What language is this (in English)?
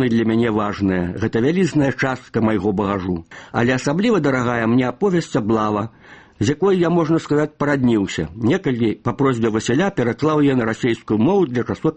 Belarusian